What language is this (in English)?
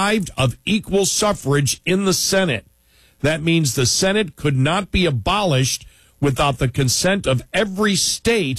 English